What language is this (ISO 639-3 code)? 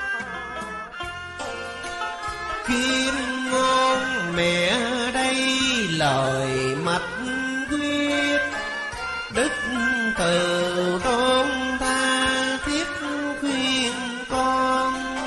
vie